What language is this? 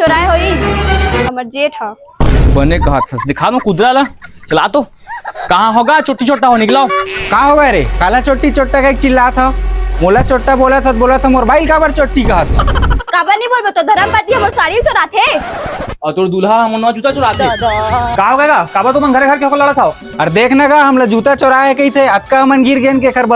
Chhattisgarhi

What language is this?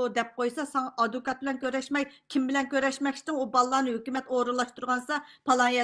Uyghur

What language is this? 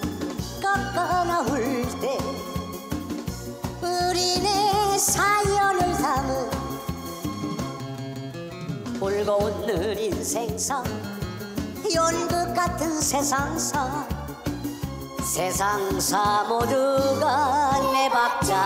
Korean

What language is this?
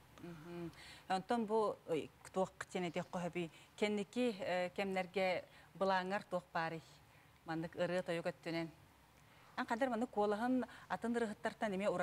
Yakut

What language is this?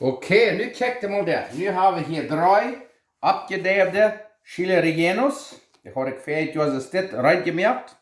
Plautdietsch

